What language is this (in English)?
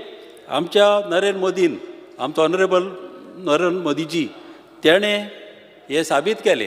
Konkani